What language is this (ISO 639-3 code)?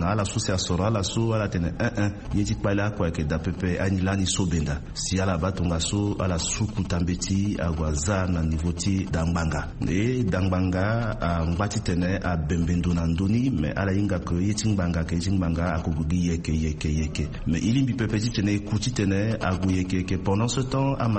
sag